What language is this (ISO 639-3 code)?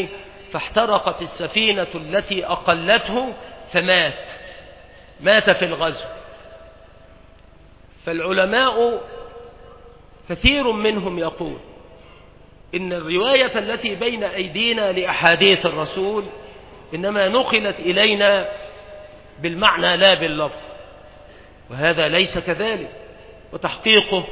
ara